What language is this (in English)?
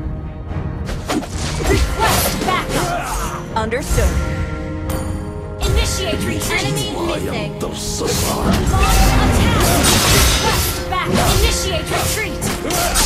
Indonesian